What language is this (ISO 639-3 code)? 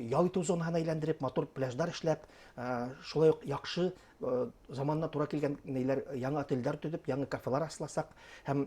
bak